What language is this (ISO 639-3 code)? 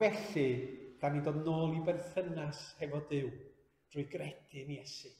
cym